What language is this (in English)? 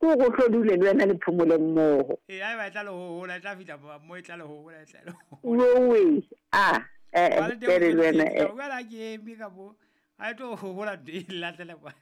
Southern Sotho